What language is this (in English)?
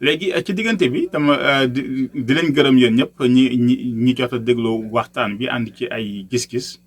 Wolof